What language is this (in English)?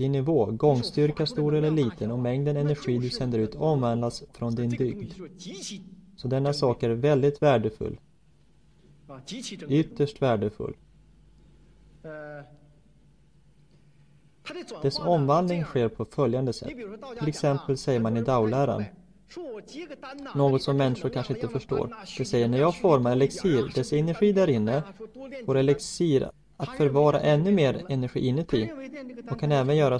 Swedish